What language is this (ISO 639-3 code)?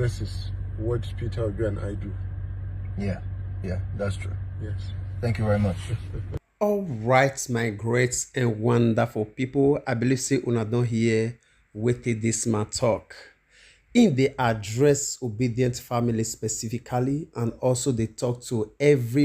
pcm